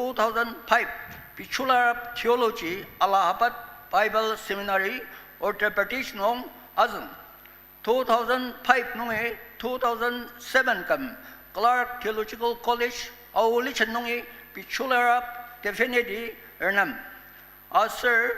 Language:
Ao Naga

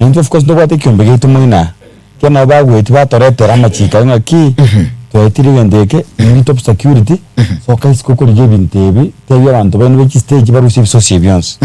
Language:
Gusii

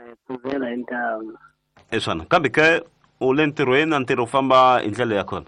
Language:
Tsonga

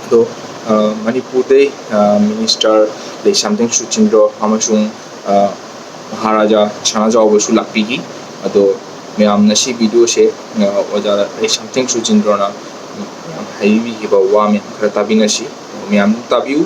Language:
Manipuri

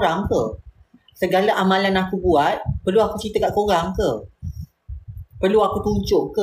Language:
Malay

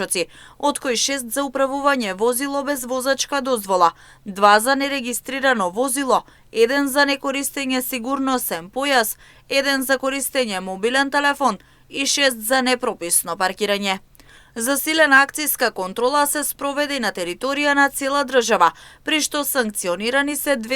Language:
Macedonian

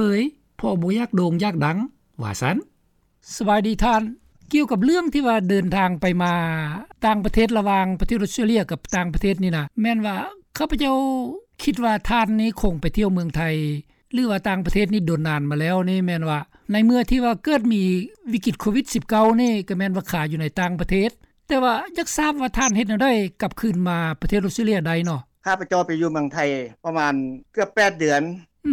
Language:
Lao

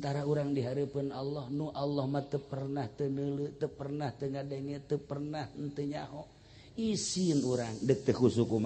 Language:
Sundanese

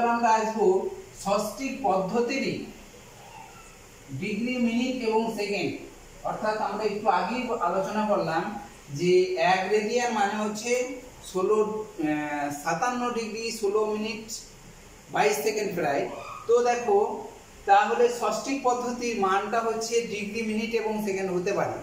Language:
Bangla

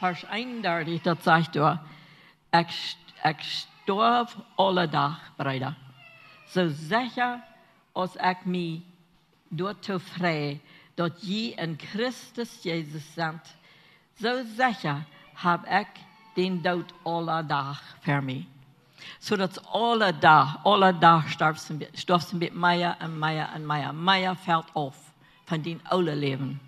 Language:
Plautdietsch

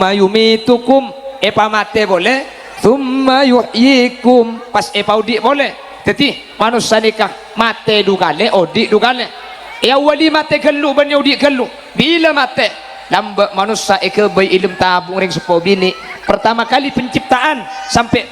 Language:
Madurese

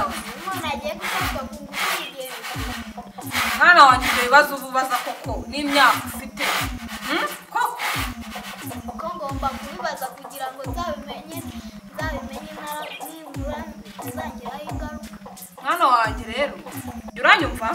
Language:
Kinyarwanda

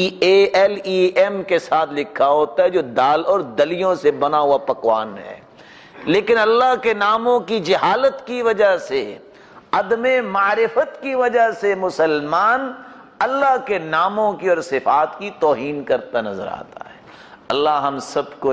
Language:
Urdu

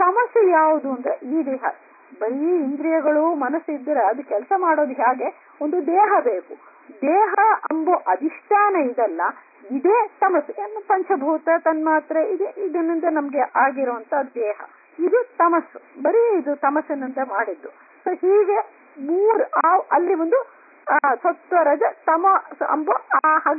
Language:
Kannada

